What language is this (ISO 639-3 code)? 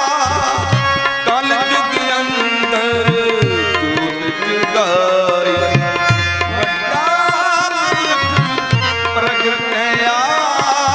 pan